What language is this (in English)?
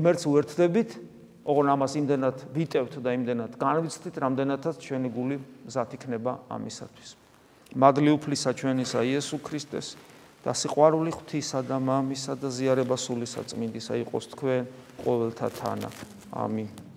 Georgian